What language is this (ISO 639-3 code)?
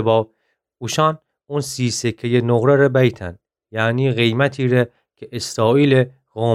glk